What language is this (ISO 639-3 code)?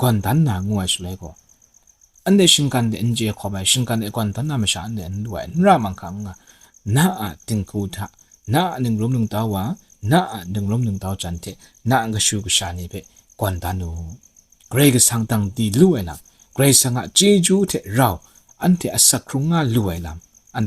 kac